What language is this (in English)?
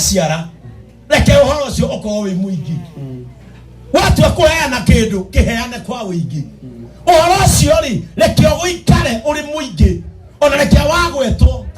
Kikuyu